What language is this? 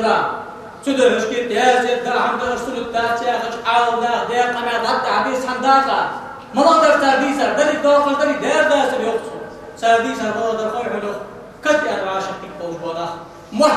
Ingush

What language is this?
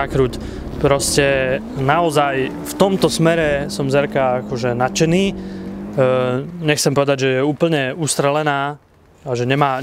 Slovak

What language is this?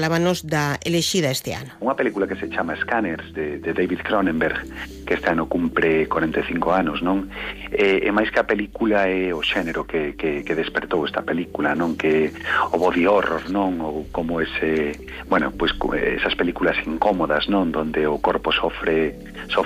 Galician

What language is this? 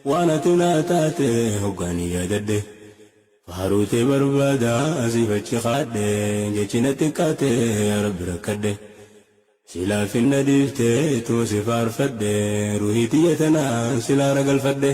Oromo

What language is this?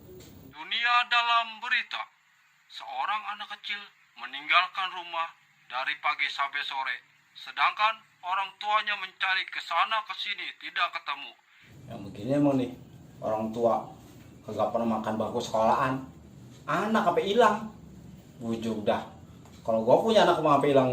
Betawi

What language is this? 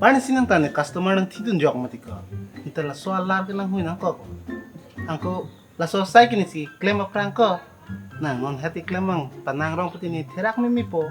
Karbi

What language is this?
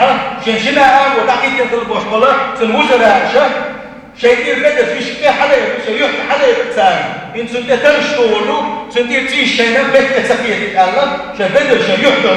Chechen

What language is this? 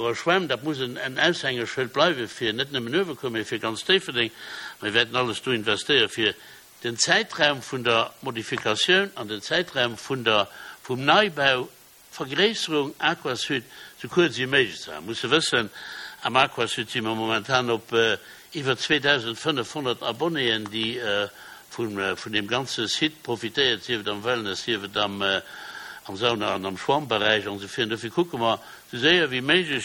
Luxembourgish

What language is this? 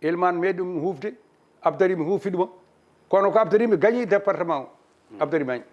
Fula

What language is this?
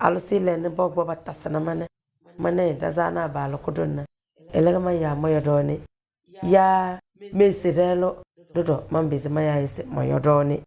Tem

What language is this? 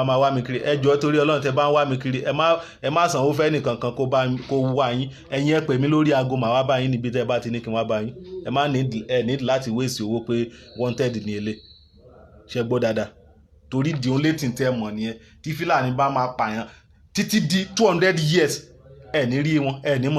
Yoruba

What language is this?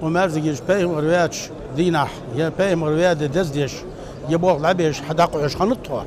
Ingush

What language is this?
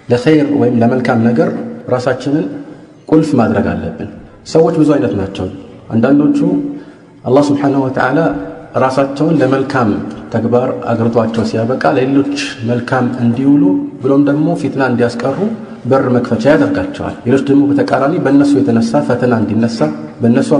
Amharic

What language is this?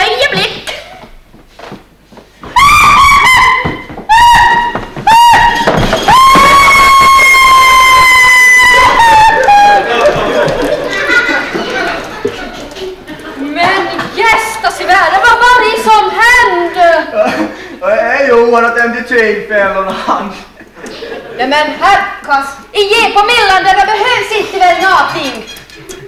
Swedish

